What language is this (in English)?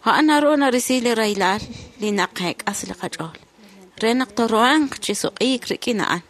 Kekchí